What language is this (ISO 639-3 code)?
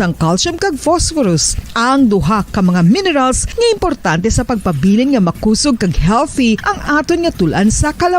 hil